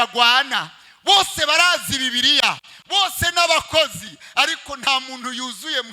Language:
Rundi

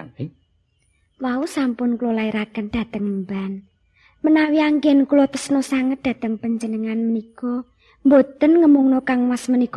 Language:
Javanese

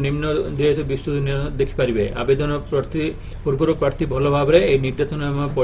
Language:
Odia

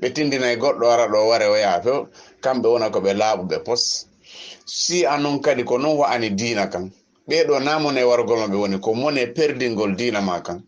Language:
Fula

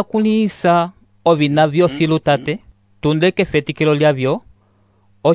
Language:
Umbundu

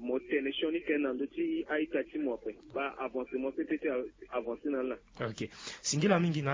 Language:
Sango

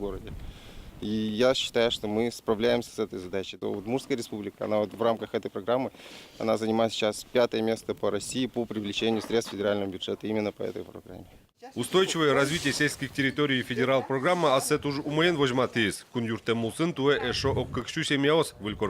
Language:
Udmurt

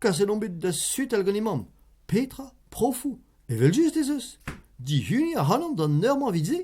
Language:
Breton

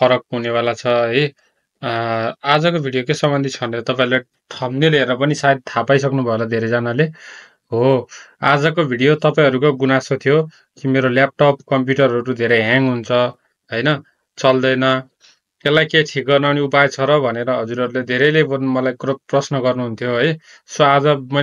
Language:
Nepali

